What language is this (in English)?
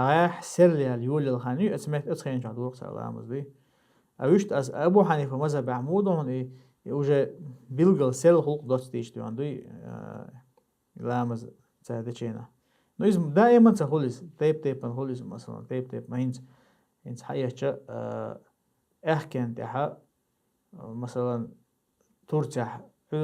Chechen